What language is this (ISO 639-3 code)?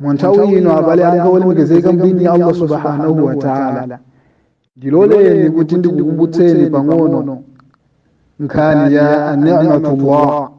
nya